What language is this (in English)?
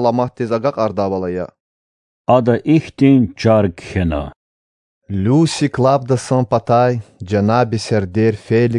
Lezghian